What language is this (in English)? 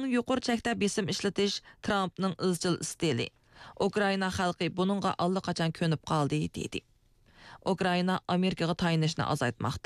Uyghur